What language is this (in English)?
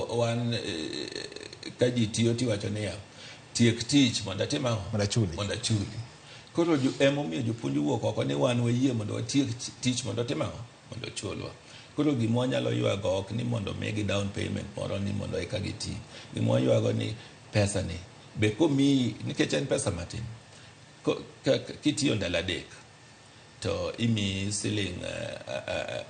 Luo (Kenya and Tanzania)